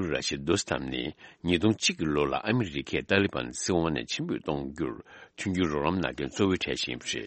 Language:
Tibetan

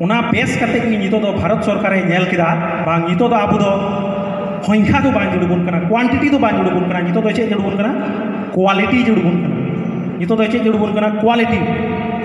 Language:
Santali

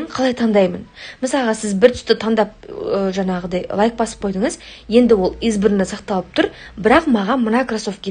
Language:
Kazakh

